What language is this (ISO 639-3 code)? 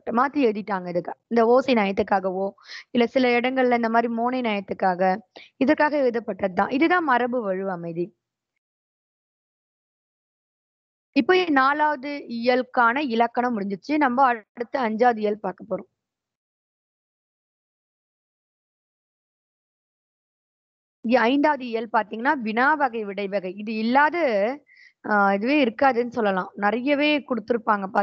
tam